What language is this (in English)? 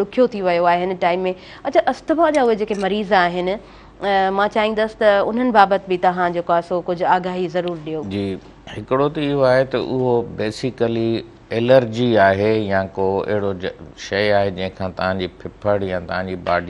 Sindhi